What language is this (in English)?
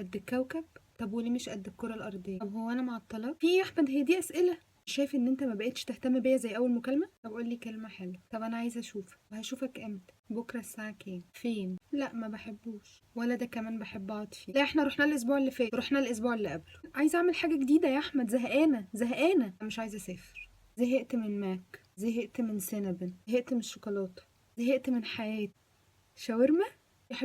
Egyptian Arabic